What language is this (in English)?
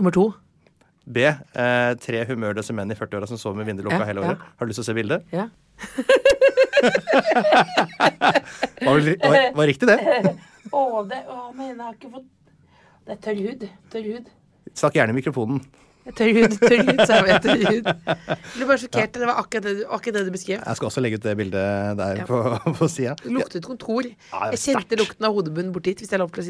Norwegian